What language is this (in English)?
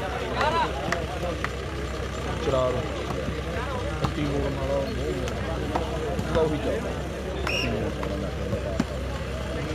Punjabi